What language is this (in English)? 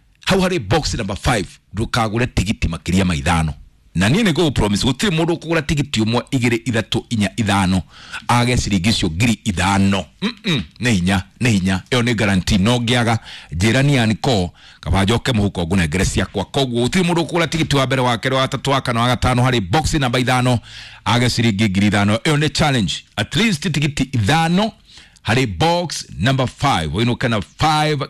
Kikuyu